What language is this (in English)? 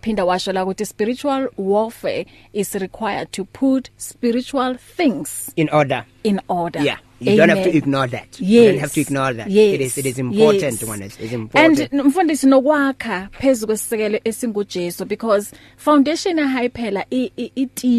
English